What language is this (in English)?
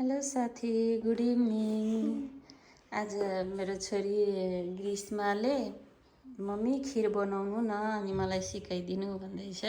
Nepali